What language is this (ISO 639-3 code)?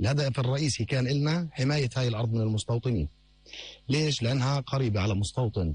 apc